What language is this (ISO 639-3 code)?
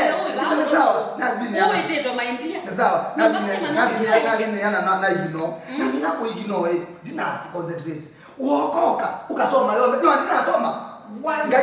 kam